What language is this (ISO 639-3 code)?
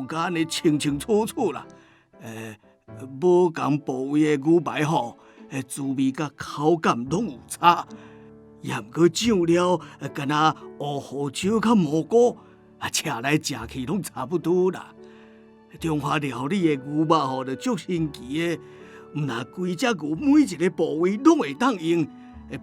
nan